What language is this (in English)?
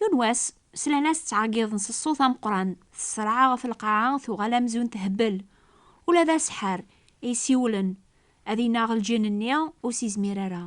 Kabyle